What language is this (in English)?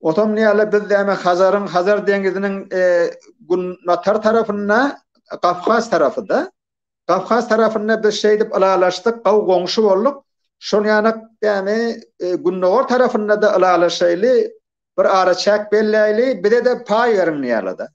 Turkmen